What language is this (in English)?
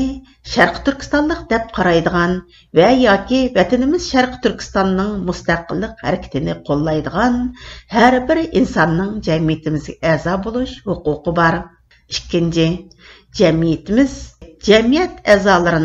Uyghur